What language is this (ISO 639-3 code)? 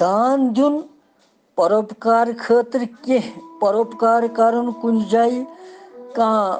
kas